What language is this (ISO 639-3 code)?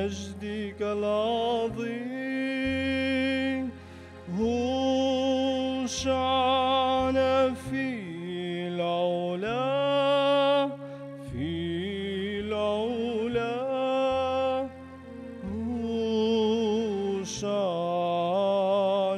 ara